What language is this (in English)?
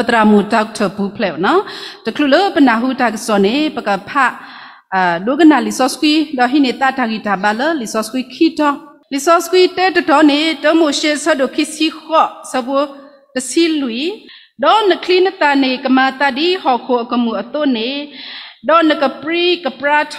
S'gaw Karen